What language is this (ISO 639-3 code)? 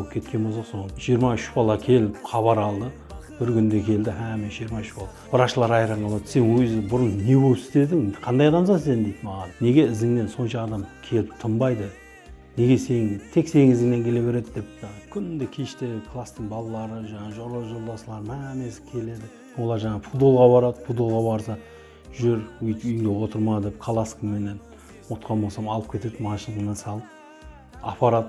kaa